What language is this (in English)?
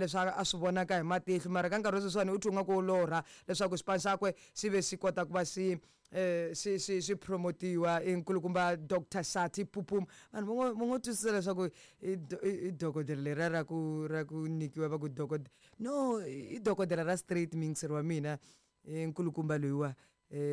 Tsonga